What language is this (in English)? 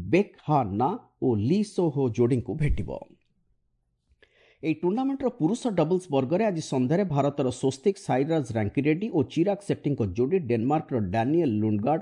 Odia